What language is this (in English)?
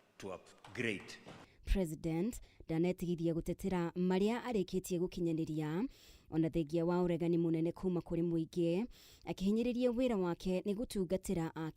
Kikuyu